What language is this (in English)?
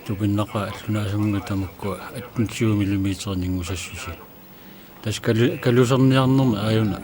Kalaallisut